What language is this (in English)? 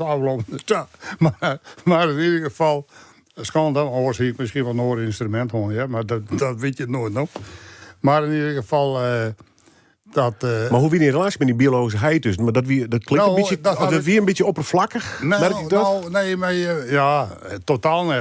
Western Frisian